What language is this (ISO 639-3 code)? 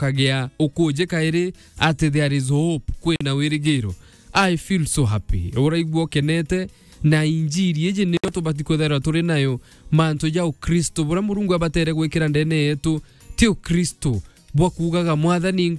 mer